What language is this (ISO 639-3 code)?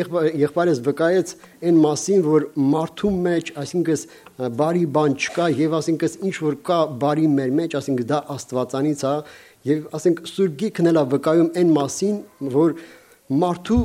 hye